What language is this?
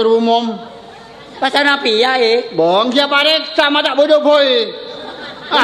Madurese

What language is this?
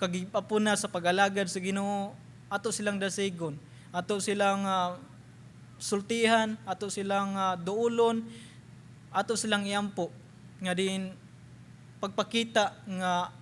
Cebuano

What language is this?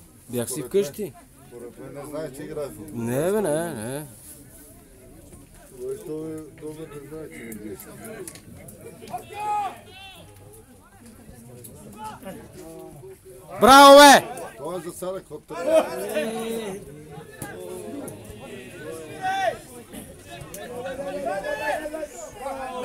Bulgarian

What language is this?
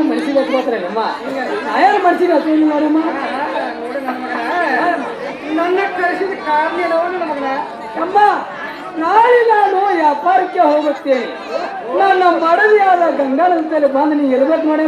Kannada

